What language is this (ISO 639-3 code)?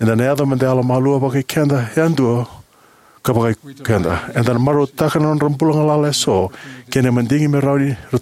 fij